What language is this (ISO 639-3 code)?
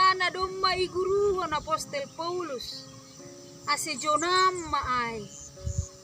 bts